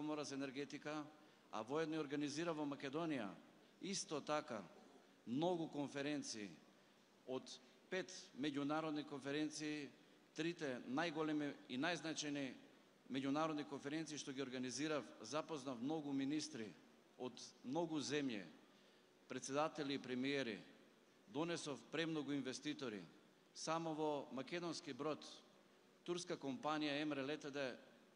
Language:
Macedonian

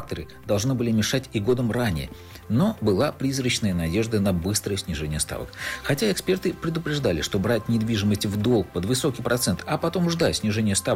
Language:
Russian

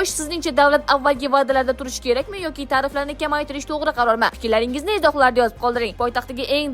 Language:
Uzbek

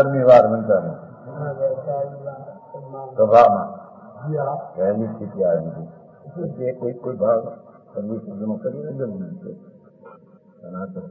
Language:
Gujarati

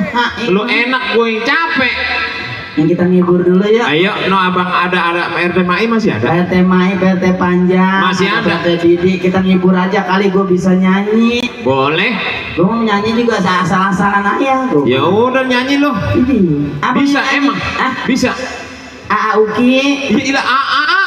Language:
Betawi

